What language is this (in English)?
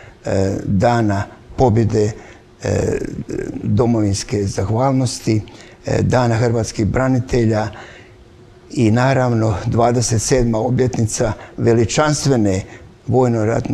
Croatian